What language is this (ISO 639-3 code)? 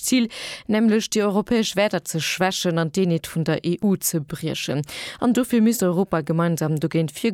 ltz